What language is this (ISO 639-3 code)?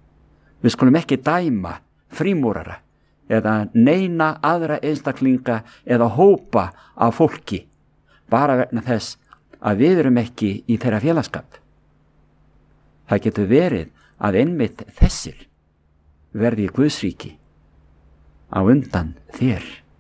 isl